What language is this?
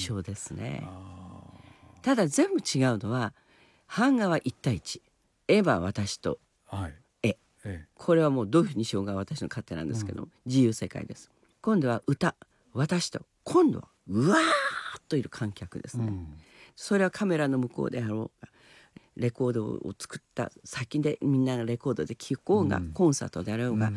Japanese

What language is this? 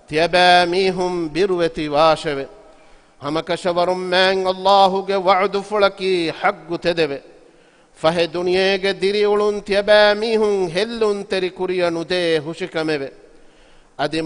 Divehi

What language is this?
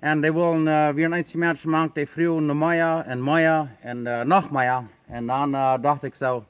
Plautdietsch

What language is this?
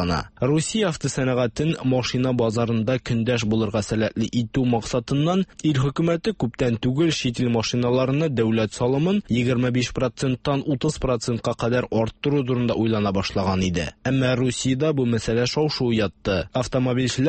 Tatar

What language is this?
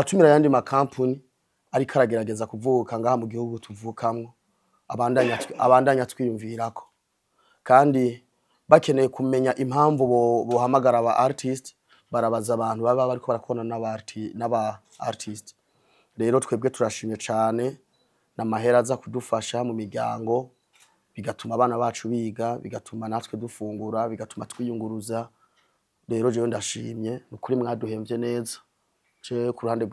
Rundi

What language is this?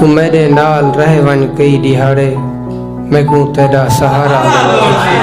Saraiki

